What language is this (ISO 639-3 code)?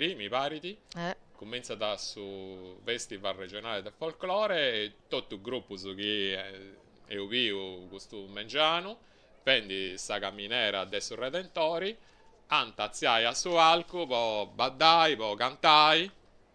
srd